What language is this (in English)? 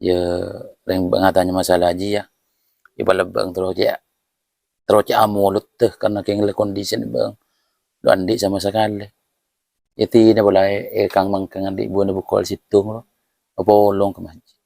Madurese